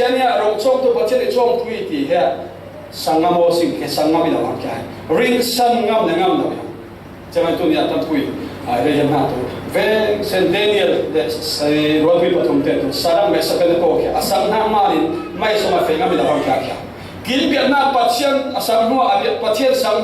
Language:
Falam Chin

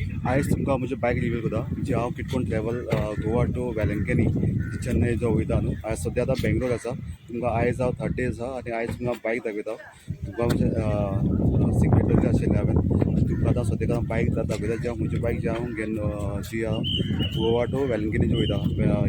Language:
Konkani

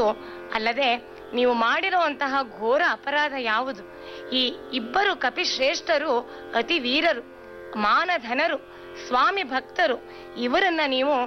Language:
Kannada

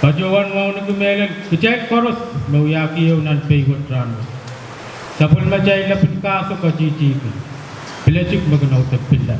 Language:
Pohnpeian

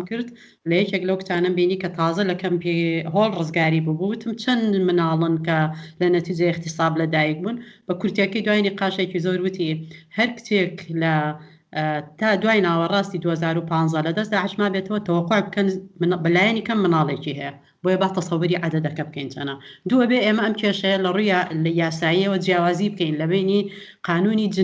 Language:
Central Kurdish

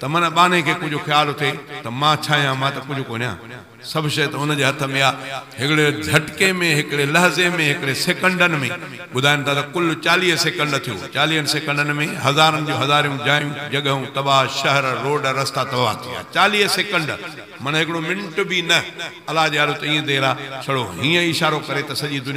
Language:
Sindhi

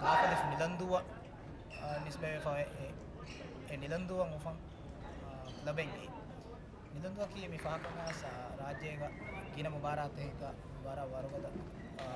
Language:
Divehi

